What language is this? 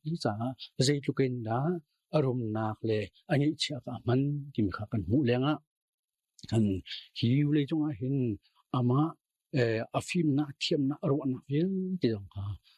Hakha Chin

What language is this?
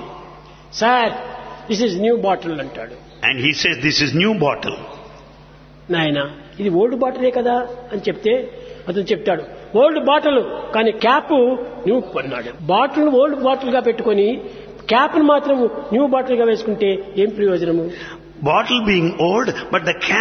Telugu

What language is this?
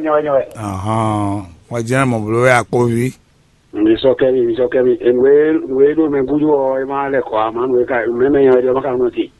Fon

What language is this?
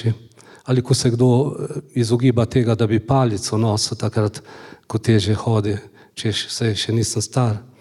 Slovenian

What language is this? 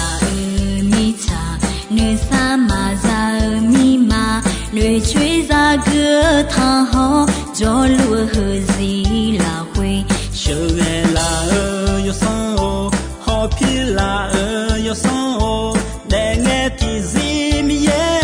Akha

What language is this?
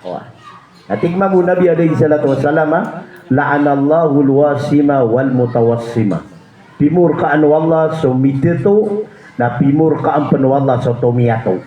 Maranao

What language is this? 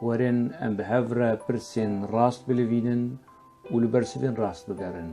Kurdish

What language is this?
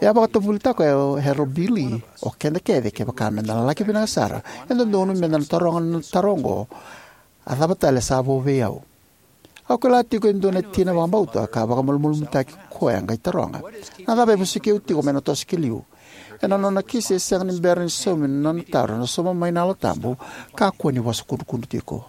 Fijian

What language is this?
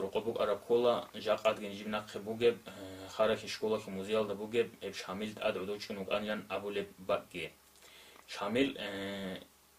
Avaric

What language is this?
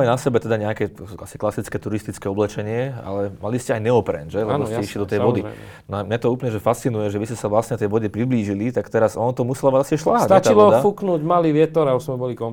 Slovak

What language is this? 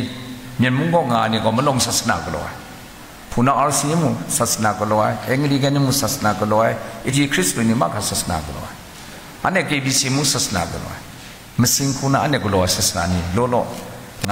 Kachin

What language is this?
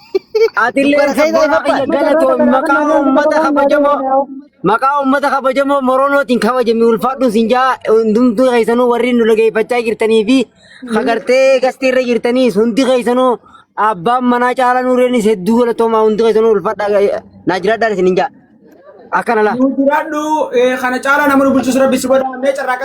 Oromo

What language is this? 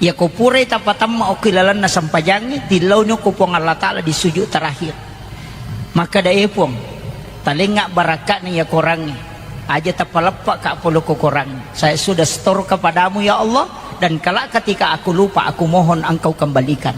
Buginese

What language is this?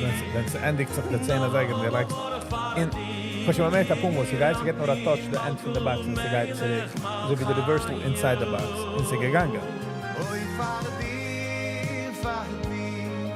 Yiddish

